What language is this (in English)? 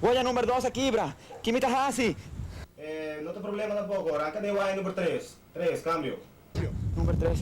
Papiamento